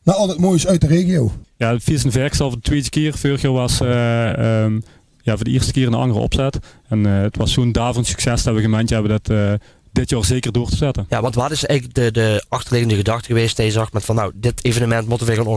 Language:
Limburgish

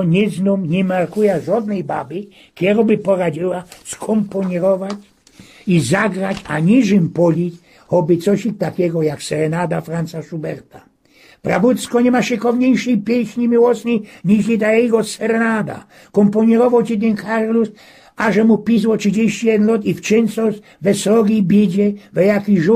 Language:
Silesian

